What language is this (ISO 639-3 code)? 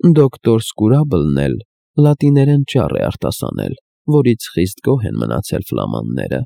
hye